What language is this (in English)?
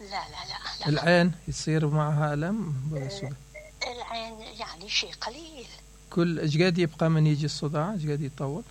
Mesopotamian Arabic